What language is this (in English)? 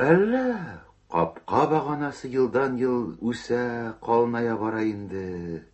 Tatar